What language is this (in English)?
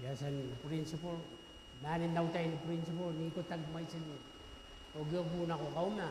Gilbertese